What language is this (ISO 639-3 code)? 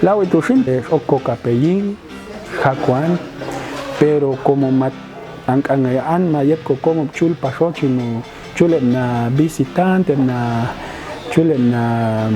jac